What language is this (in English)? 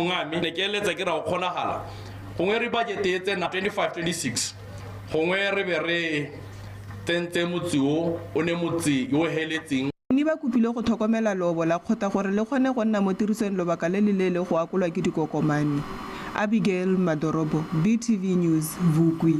Tswana